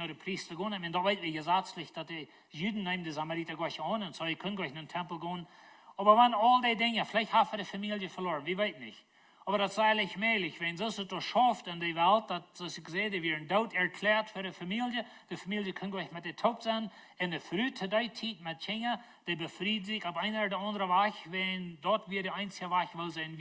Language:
Plautdietsch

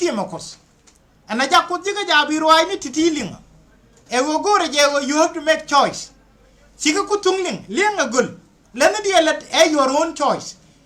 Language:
Nuer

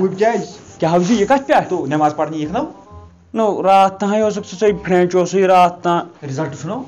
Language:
Kashmiri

